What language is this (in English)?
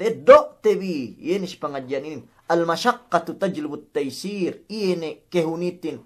Yakan